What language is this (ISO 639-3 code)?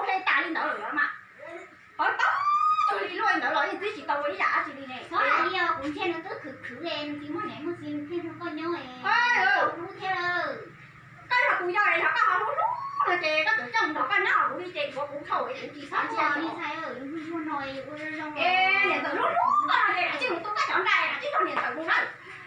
hmn